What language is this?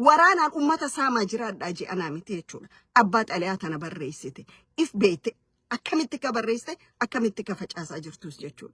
Oromo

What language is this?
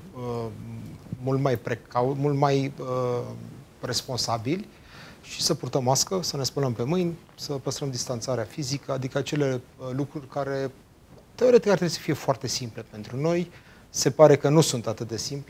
Romanian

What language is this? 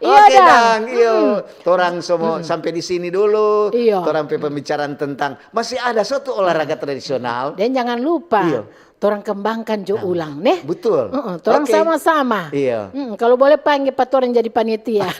Manado Malay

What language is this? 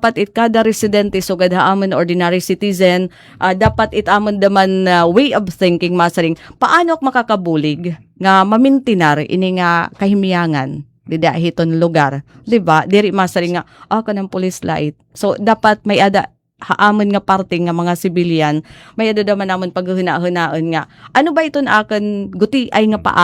Waray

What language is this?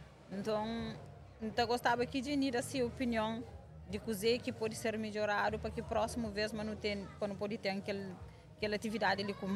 Kabuverdianu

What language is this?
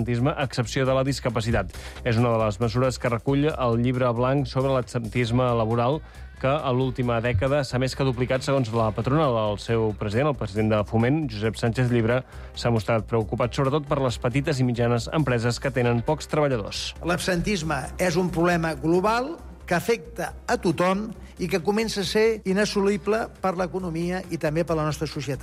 Catalan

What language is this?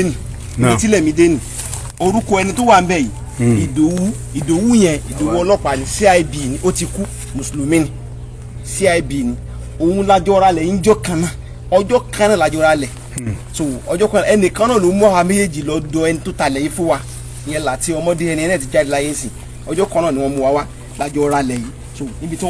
Yoruba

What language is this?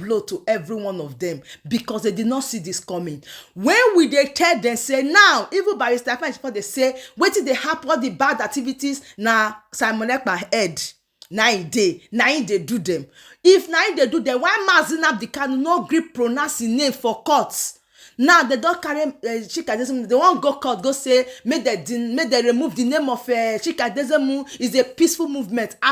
Nigerian Pidgin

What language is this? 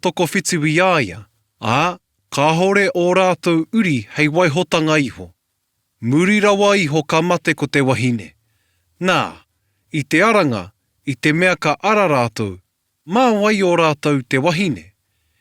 Māori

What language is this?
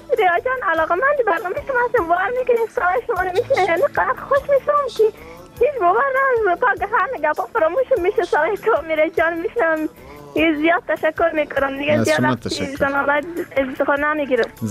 Persian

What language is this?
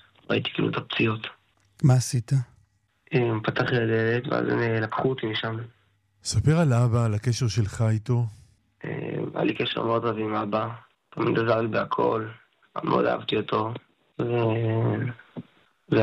Hebrew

